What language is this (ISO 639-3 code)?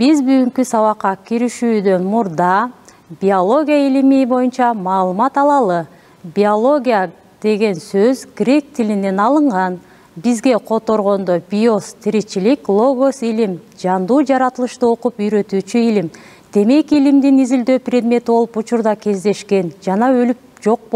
kir